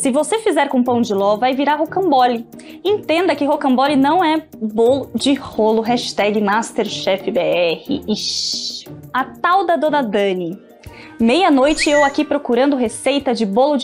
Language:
Portuguese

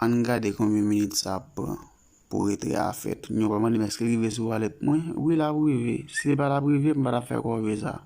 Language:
Haitian Creole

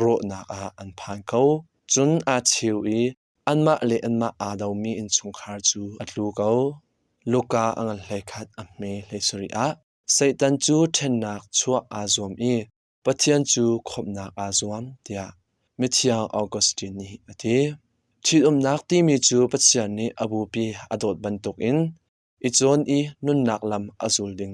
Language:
Hakha Chin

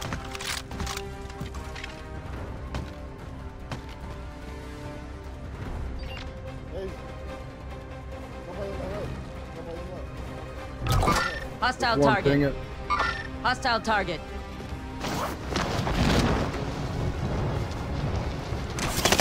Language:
English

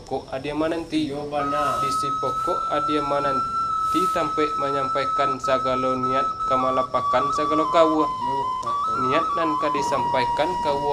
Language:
Minangkabau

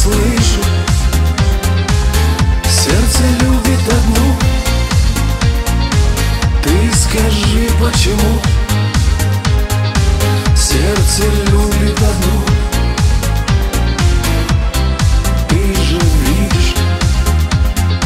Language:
Russian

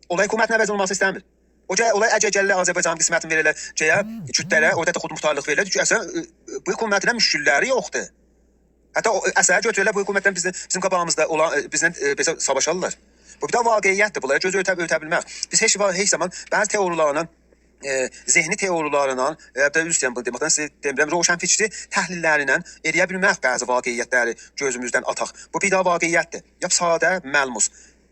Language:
South Azerbaijani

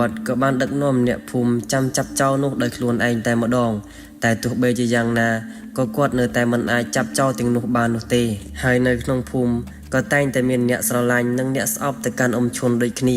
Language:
Khmer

